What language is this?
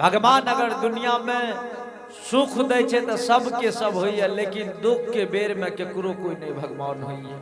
Angika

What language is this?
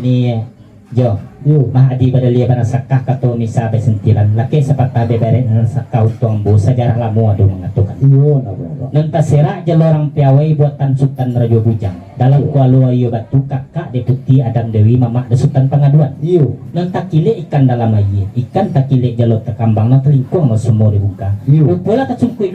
Minangkabau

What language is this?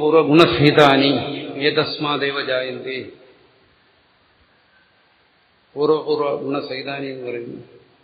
Malayalam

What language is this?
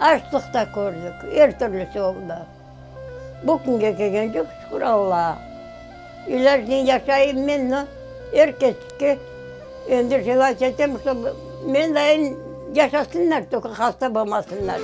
Crimean Tatar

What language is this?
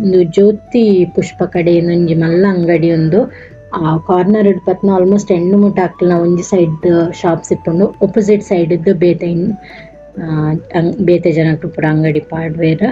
Tulu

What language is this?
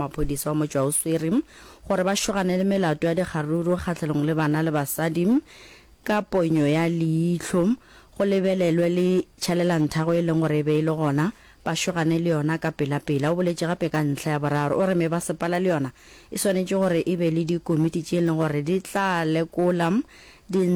Northern Sotho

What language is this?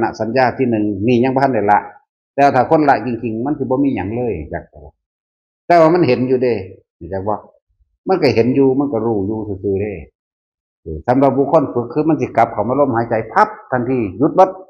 Northeastern Thai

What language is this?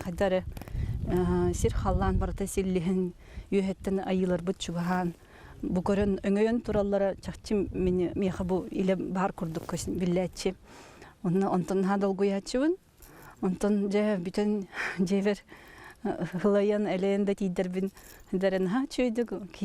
Yakut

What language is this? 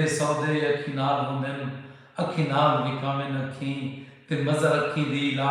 Saraiki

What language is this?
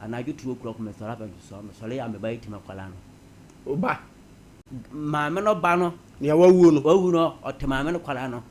Akan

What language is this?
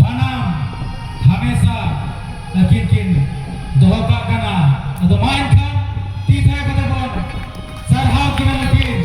Santali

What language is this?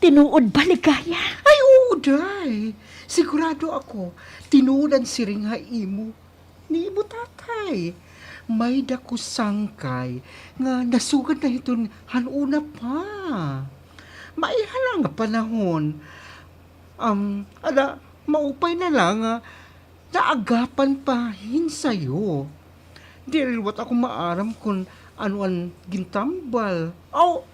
Waray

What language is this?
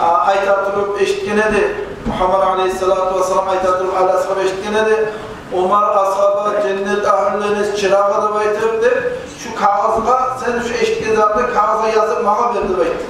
Kumyk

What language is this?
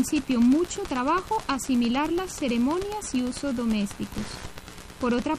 Spanish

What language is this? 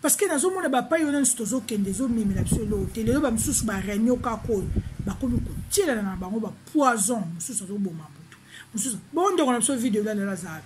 Lingala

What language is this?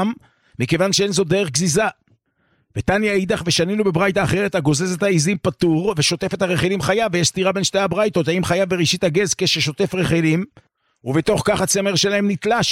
Hebrew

